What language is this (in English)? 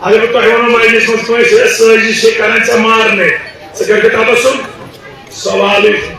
Kashmiri